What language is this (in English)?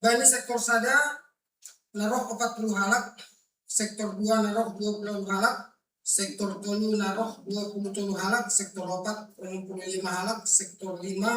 Batak Simalungun